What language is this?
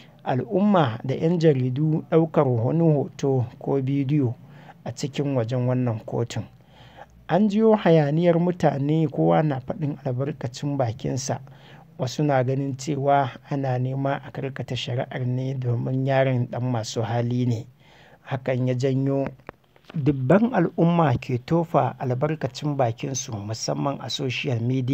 Hausa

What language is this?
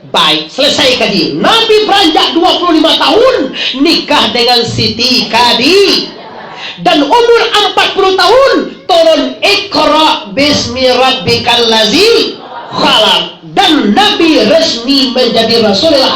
Minangkabau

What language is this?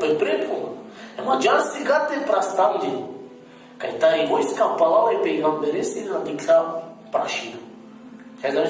Balkan Romani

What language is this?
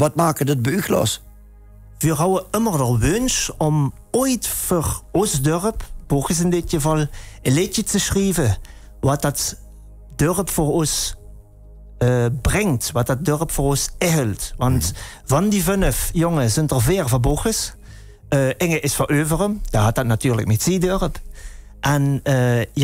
Limburgish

